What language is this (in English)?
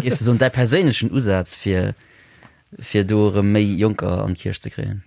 Luxembourgish